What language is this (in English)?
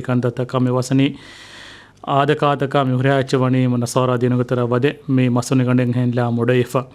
Divehi